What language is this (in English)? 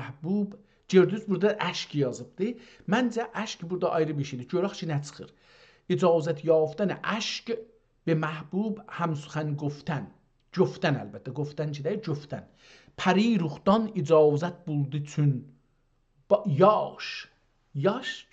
South Azerbaijani